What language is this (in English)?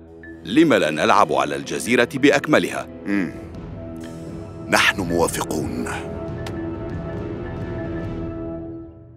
Arabic